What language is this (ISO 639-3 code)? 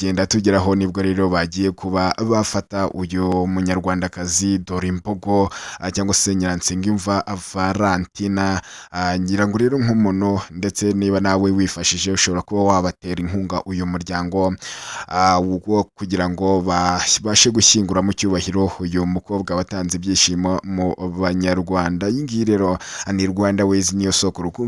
kin